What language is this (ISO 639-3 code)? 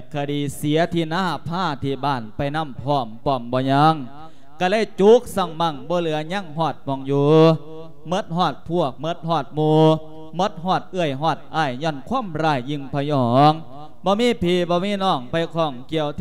lao